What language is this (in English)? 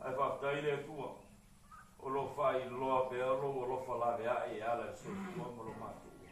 Samoan